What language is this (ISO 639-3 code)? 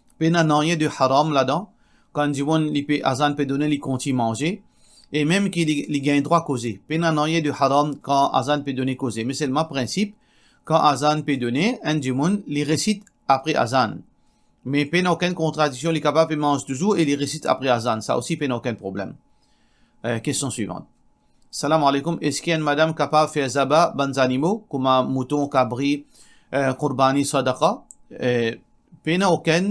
mfe